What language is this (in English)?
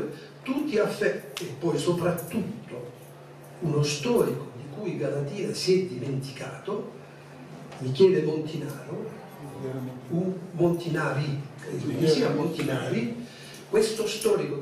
Italian